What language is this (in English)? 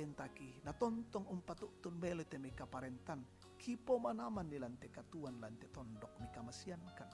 Toraja-Sa'dan